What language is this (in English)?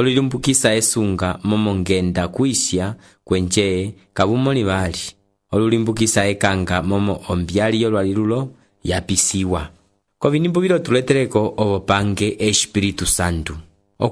Umbundu